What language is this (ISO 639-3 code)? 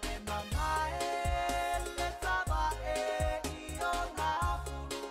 smo